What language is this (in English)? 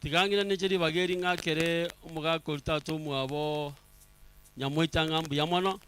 Gusii